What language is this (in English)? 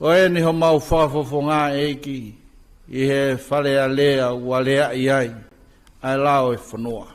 Tongan